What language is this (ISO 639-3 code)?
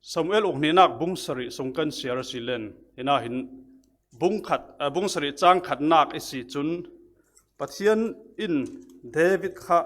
cfm